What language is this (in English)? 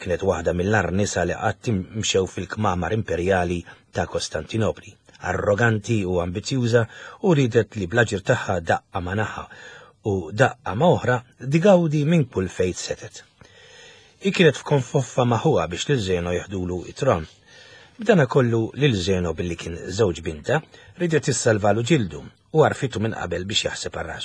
Maltese